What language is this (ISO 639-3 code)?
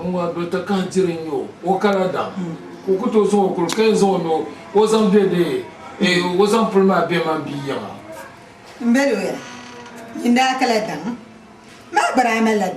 dag